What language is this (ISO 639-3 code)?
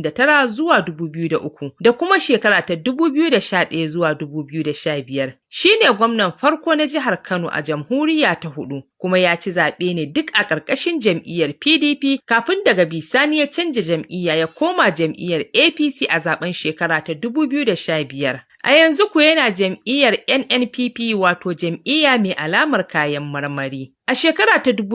hau